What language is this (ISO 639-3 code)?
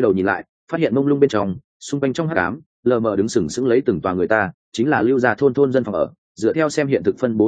vie